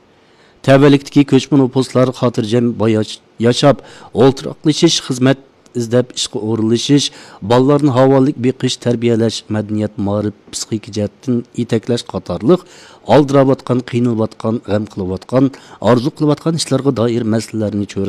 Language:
Uyghur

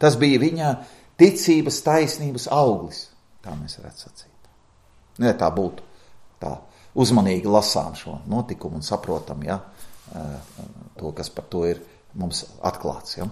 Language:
Latvian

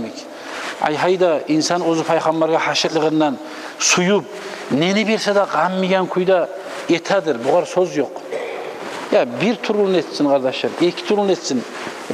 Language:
Kumyk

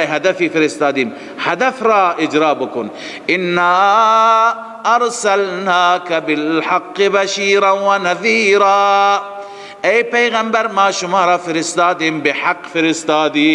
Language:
Persian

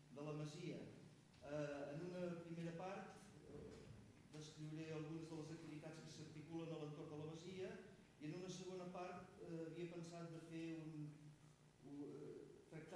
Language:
Catalan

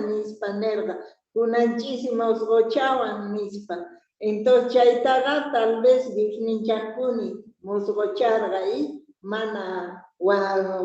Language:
Quechua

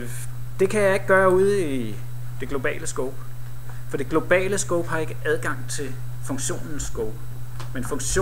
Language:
Danish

